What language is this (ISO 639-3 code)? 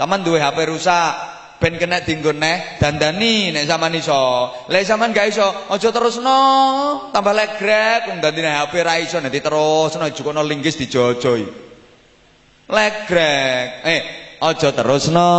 jav